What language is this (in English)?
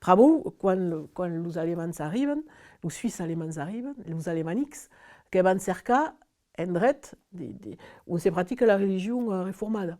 Occitan